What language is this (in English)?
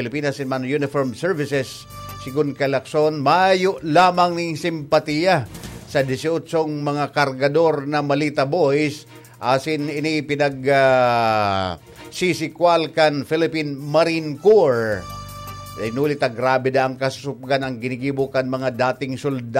Bikol